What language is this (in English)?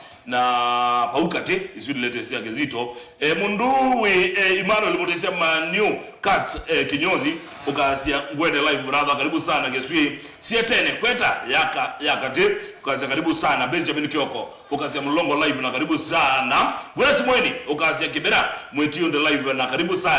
Kamba